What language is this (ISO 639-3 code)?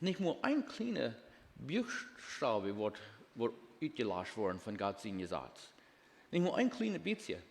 pdt